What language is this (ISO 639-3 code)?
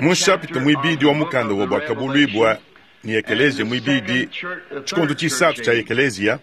lua